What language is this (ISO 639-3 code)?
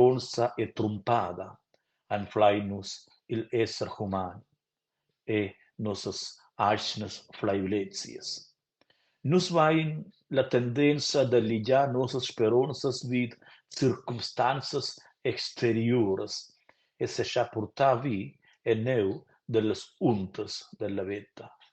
roh